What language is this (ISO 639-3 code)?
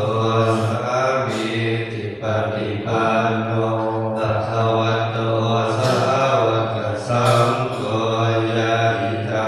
pli